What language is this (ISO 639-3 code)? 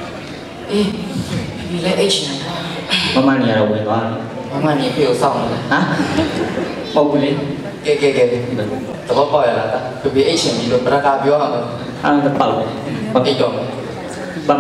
mya